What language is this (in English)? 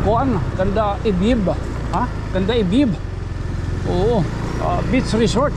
Waray